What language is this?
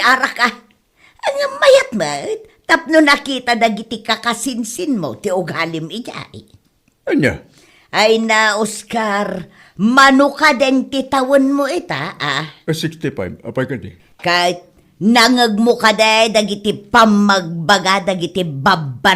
Iloko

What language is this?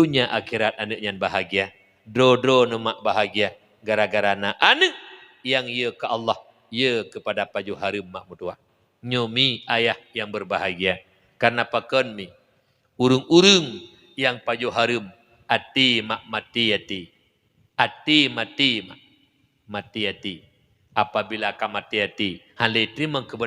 Achinese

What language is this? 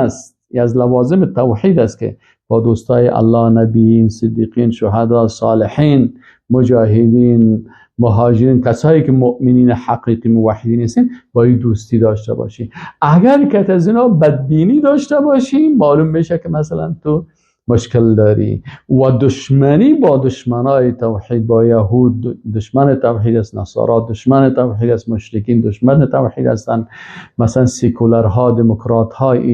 Persian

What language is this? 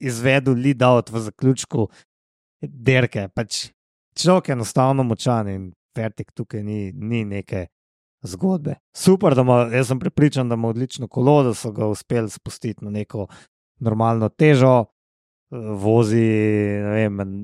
Slovenian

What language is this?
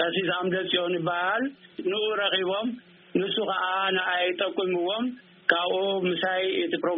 Tigrinya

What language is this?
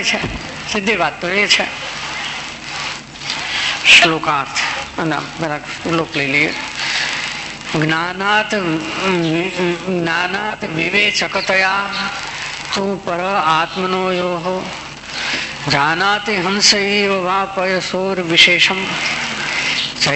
Gujarati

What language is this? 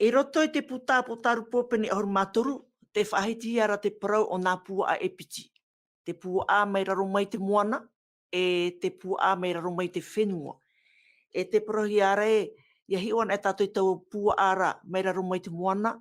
Tahitian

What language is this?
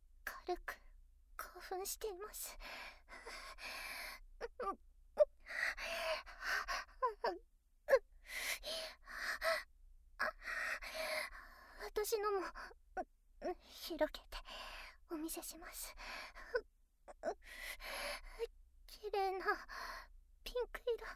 Japanese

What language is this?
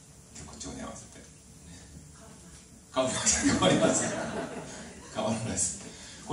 Japanese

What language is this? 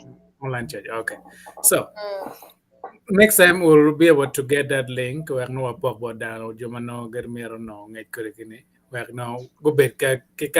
Acoli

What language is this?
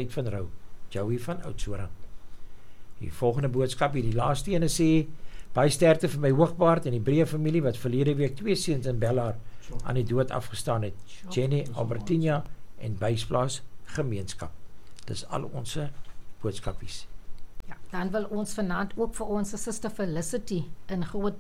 Afrikaans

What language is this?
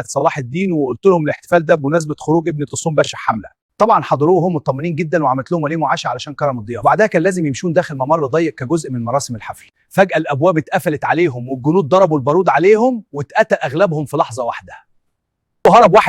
Egyptian Arabic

